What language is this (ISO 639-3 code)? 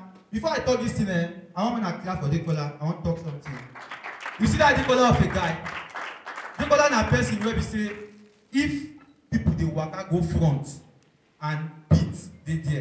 pcm